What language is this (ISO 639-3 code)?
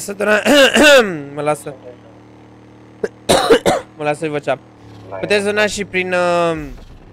ron